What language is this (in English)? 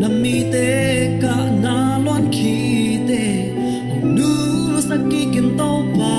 Tedim Chin